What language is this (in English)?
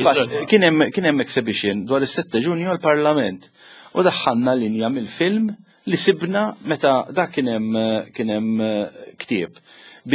Maltese